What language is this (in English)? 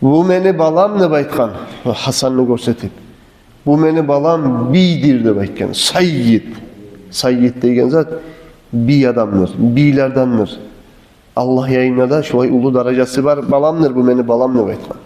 Kumyk